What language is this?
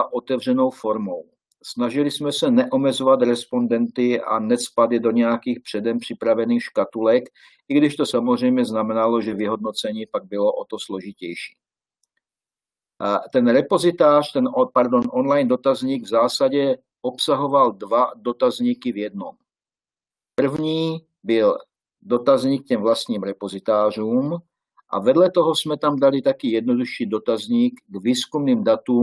Czech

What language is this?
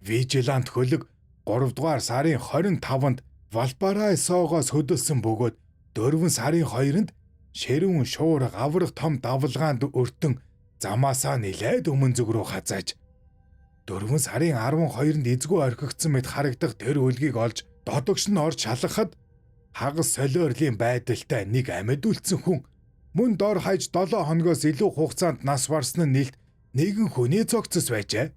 Mongolian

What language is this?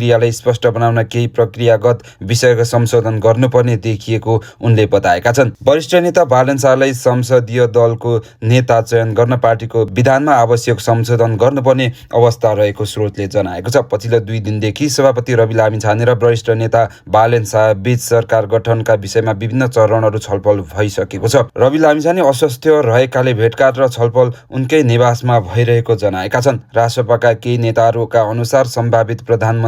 Nepali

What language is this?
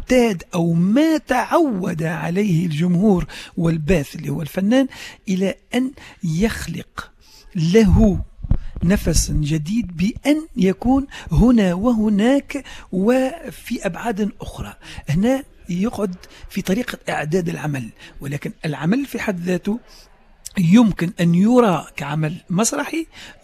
Tunisian Arabic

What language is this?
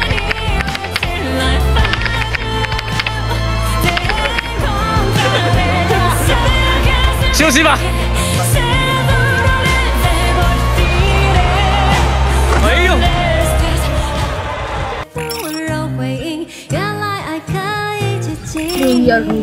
Chinese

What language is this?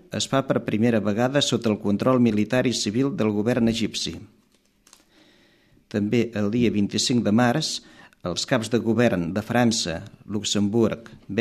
Catalan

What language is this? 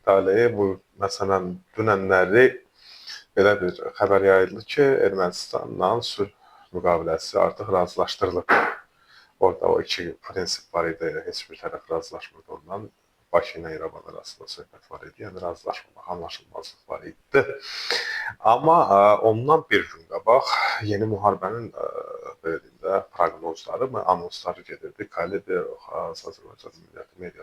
Azerbaijani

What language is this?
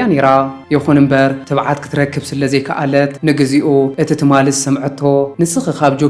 Tigrinya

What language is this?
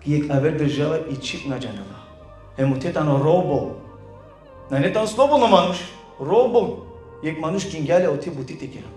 Balkan Romani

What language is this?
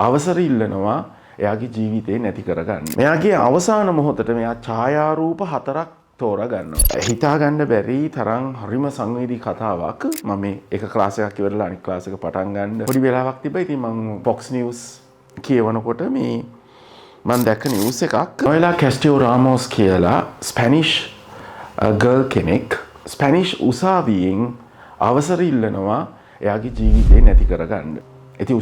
Sinhala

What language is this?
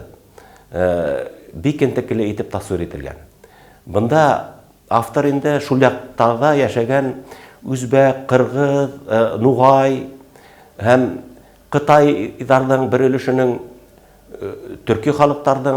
Bashkir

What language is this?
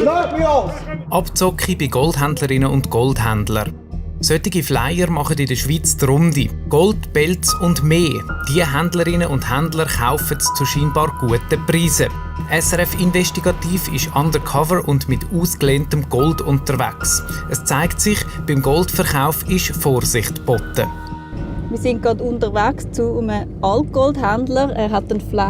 Swiss German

